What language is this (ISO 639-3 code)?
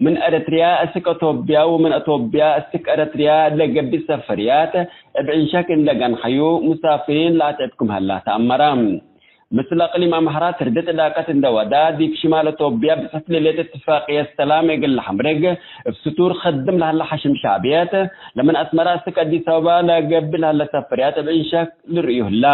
tig